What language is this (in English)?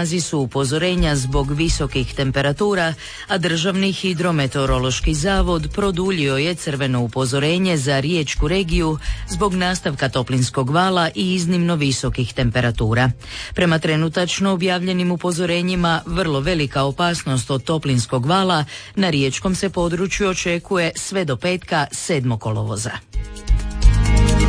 Croatian